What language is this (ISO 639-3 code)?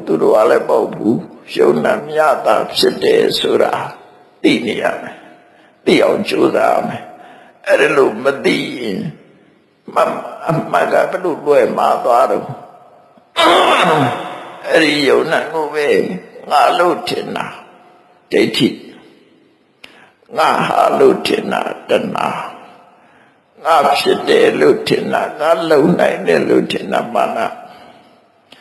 mya